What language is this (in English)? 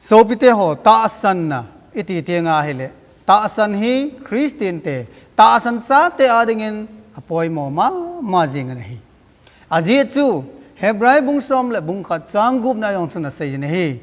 Thado Chin